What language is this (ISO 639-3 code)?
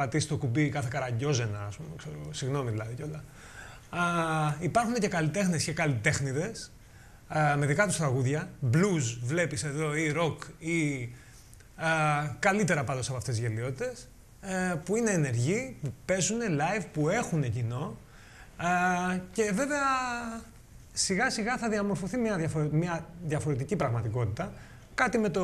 ell